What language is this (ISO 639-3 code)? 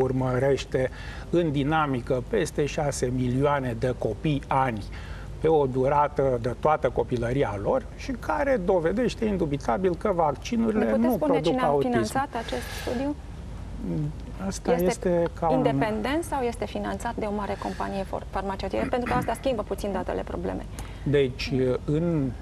ron